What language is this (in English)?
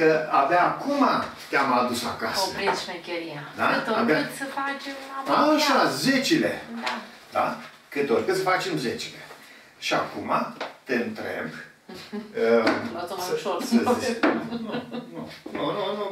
Romanian